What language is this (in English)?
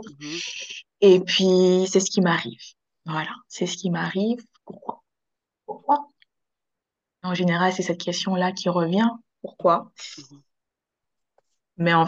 French